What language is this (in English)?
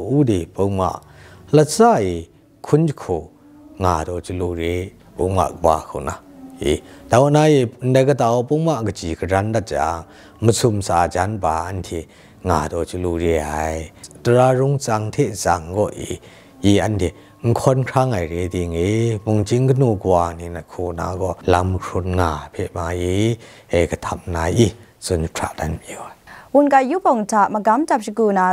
Kachin